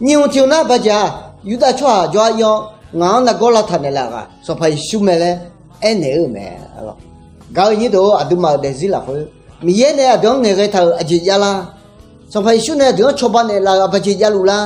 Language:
Akha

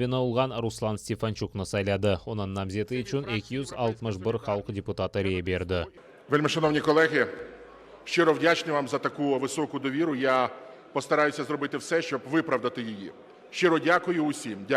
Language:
Crimean Tatar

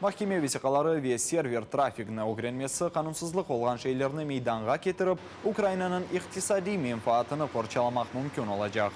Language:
Crimean Tatar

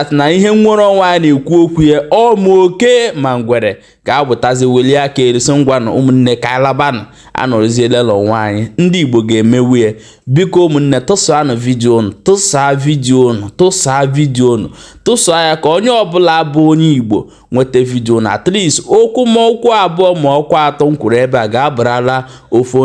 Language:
Igbo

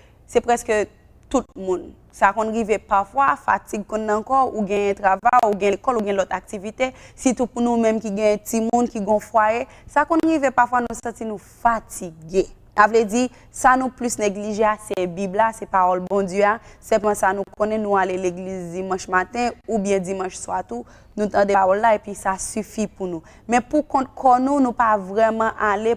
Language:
Haitian Creole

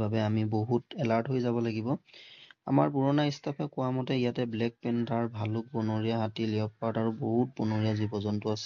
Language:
Assamese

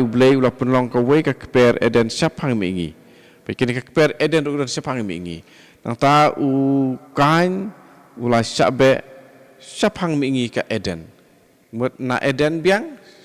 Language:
Khasi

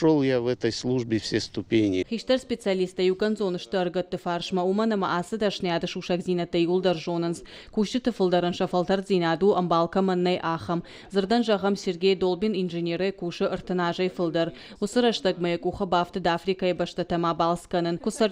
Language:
Ossetic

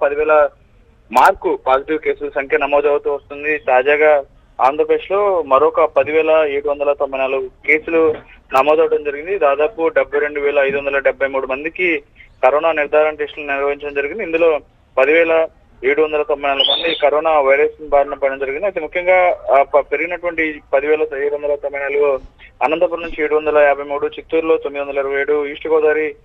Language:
Telugu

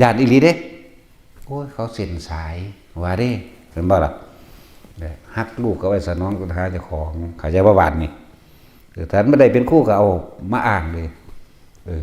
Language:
Northeastern Thai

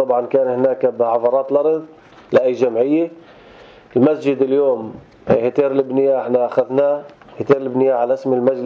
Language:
North Levantine Arabic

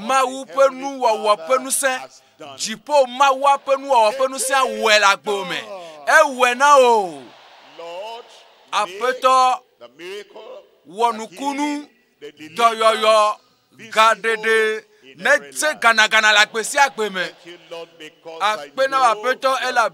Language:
Ewe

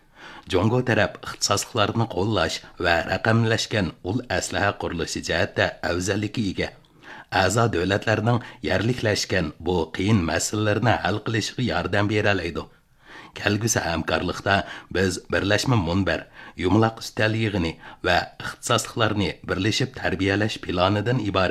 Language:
Uyghur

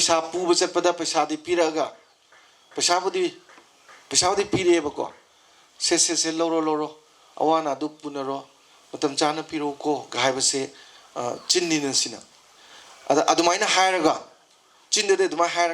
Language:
Manipuri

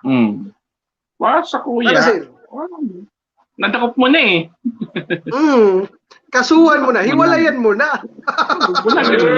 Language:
Bikol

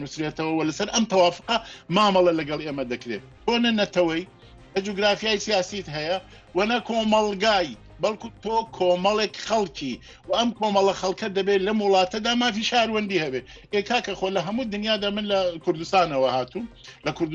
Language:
Central Kurdish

